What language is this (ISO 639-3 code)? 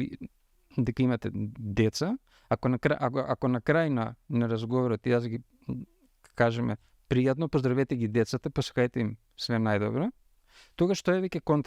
mkd